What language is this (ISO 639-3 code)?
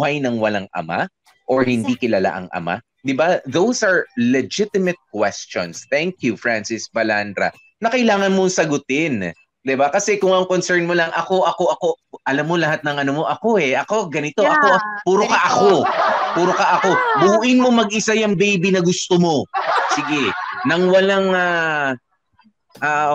fil